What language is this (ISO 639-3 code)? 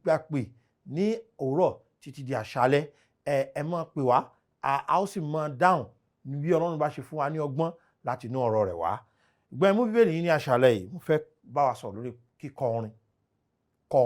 yor